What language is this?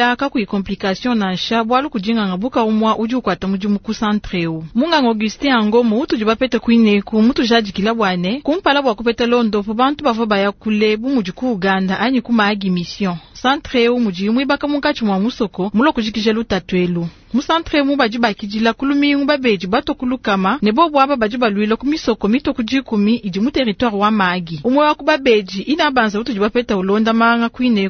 Luba-Lulua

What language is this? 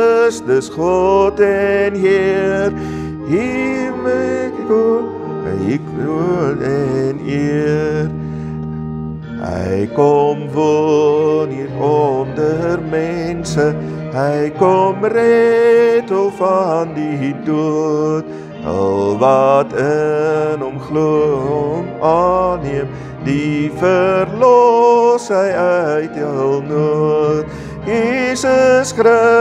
Afrikaans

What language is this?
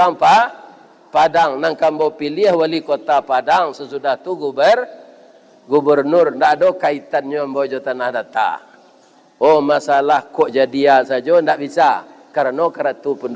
Minangkabau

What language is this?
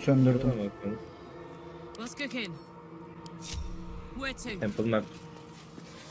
Turkish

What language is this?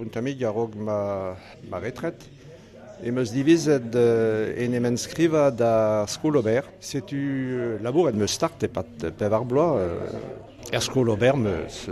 Breton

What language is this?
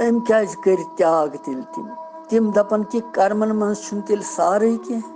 Kashmiri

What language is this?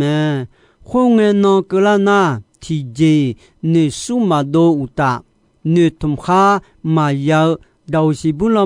Akha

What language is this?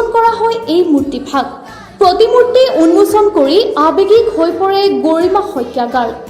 Assamese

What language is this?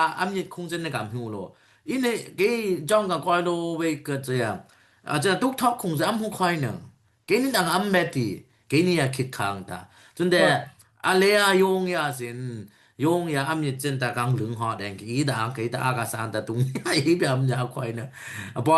Dimasa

